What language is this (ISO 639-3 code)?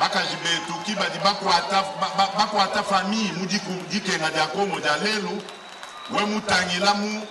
lua